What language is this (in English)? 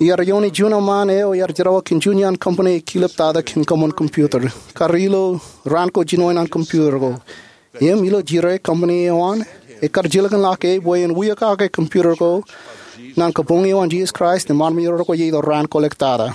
Marshallese